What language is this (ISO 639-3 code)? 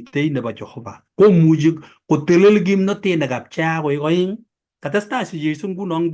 kln